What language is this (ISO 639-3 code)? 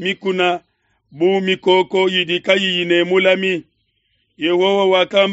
lua